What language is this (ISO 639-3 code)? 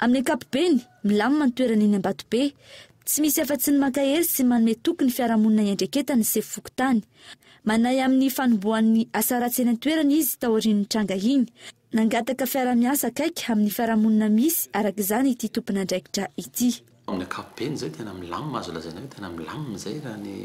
mlg